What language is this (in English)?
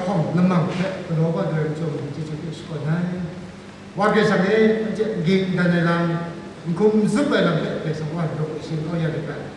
Kachin